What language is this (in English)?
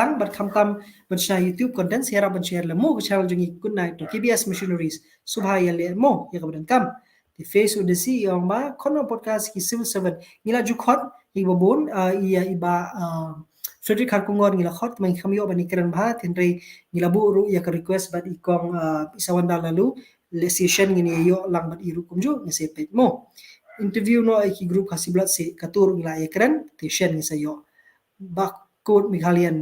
Khasi